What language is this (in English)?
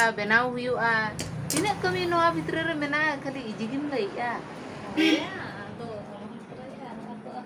Santali